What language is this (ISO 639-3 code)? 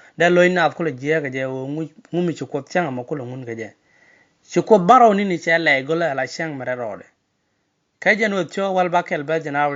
nus